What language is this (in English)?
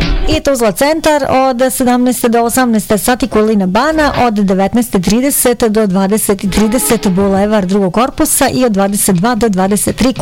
Bosnian